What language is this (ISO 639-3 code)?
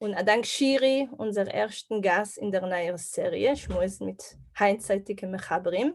yid